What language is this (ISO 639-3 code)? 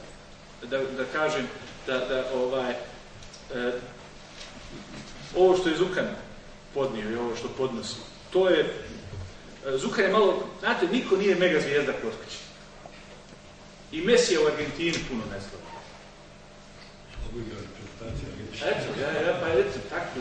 bos